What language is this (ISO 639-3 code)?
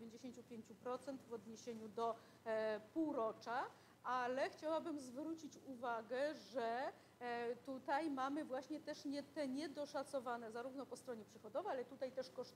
pol